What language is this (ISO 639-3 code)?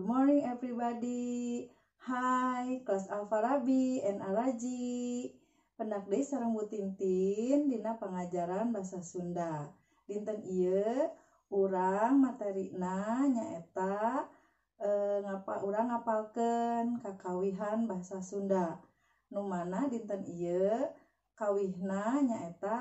sun